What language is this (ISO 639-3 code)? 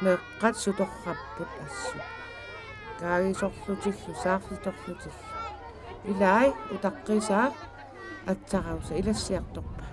kal